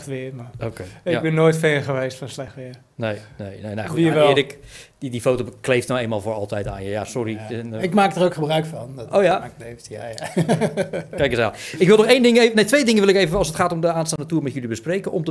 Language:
Dutch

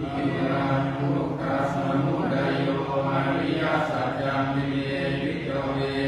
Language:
Pali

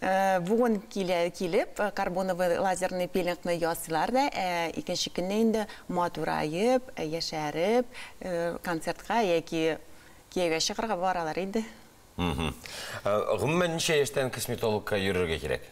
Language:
Tatar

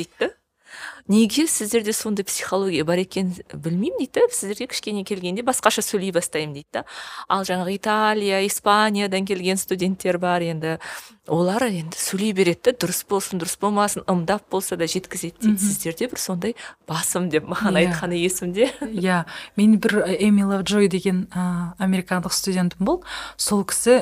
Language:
Kazakh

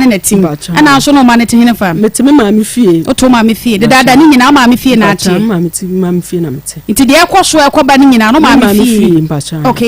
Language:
Akan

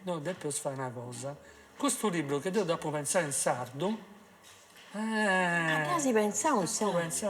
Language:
Sardinian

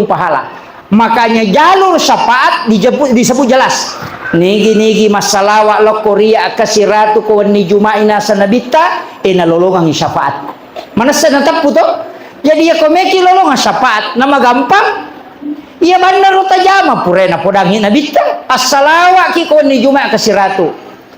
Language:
Buginese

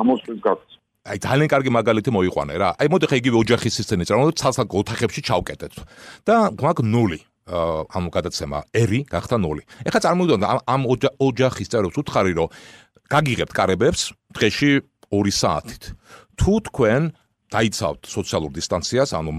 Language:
Georgian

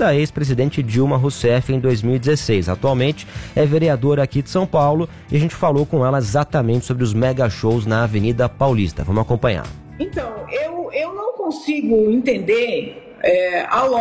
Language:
Portuguese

